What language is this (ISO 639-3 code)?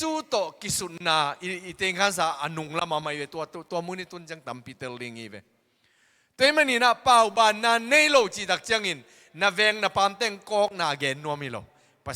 ctd